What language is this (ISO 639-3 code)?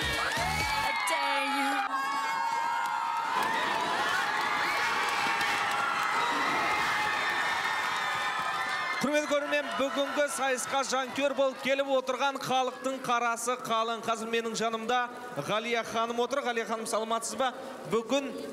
kaz